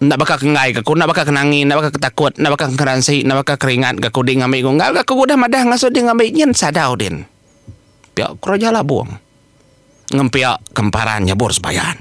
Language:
Iban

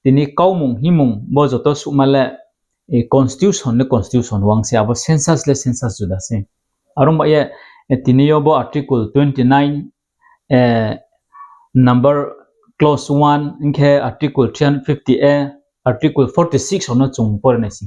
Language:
Riang (India)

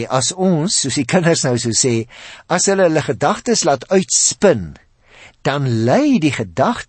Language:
Afrikaans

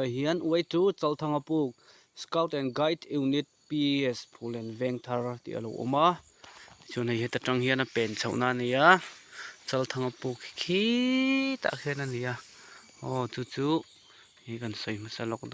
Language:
Mizo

